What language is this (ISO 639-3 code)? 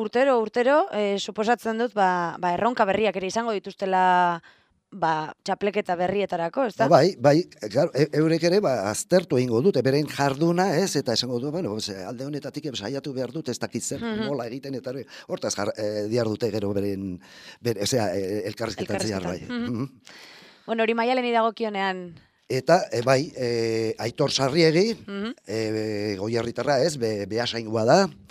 eus